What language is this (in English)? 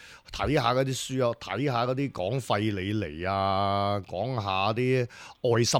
Cantonese